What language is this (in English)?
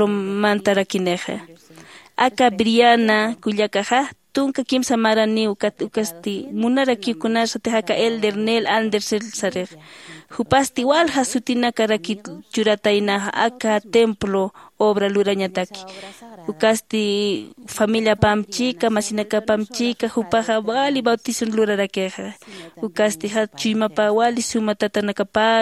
Aymara